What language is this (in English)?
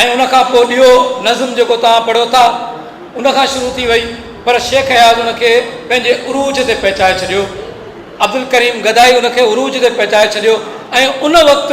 Sindhi